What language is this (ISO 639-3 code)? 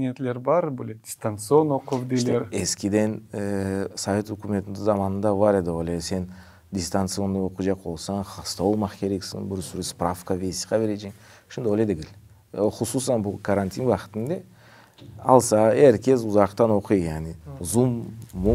crh